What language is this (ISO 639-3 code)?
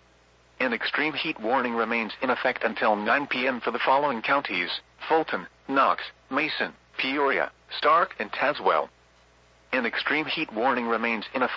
eng